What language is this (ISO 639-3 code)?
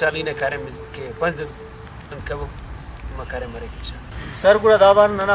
brh